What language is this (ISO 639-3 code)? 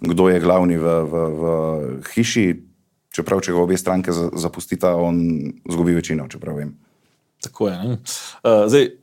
slv